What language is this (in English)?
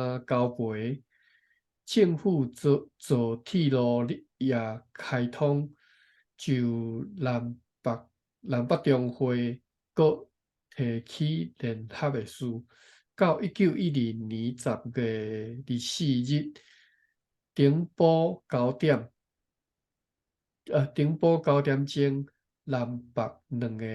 Min Nan Chinese